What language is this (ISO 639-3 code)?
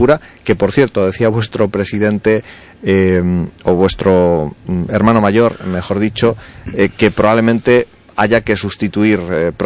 spa